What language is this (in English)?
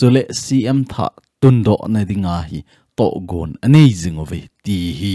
Thado Chin